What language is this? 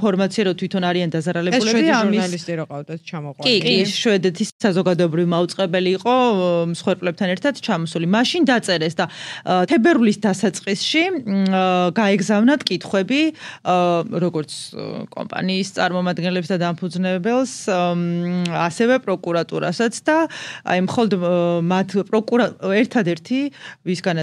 Georgian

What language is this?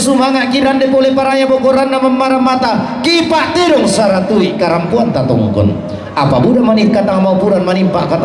Toraja-Sa'dan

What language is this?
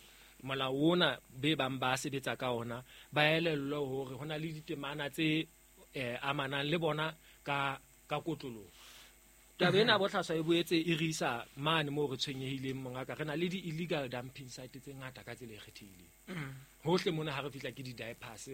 Southern Sotho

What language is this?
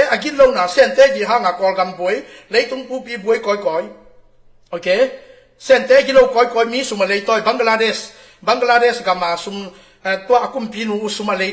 Tedim Chin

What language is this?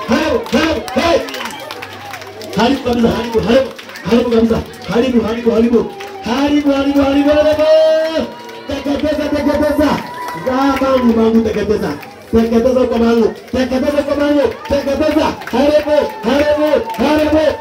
Swahili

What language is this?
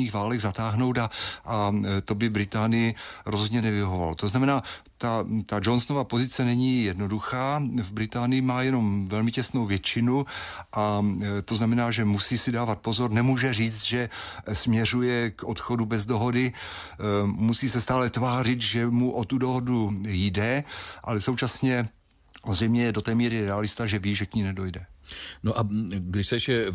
Czech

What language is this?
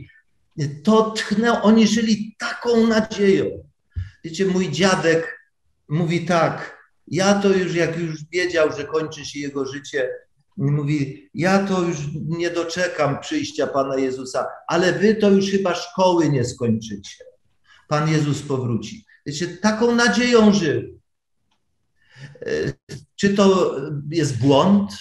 Polish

